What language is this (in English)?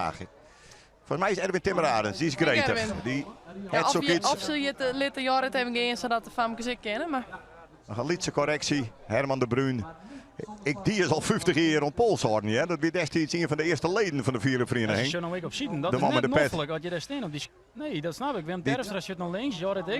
Western Frisian